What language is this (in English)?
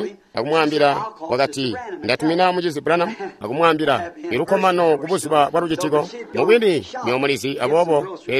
Tonga (Zambia)